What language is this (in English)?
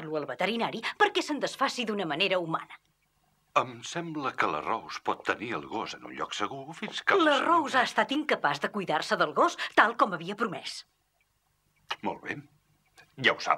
Catalan